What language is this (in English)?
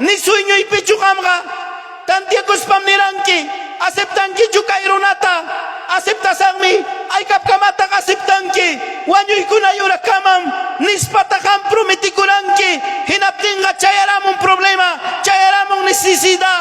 Ayacucho Quechua